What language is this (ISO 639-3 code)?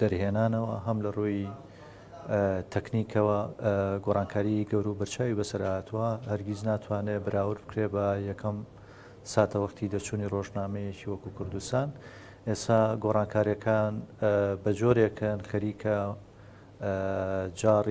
ckb